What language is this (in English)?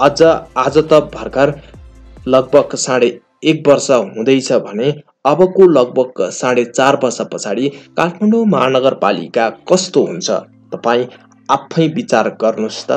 Nepali